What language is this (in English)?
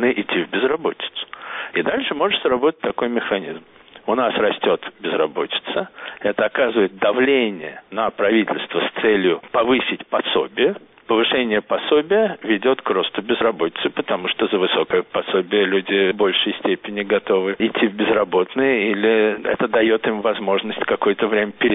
Russian